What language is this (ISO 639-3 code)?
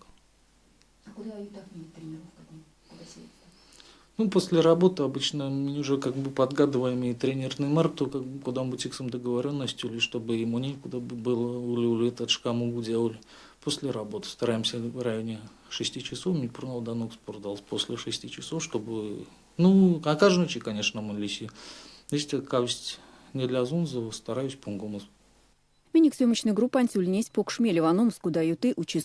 myv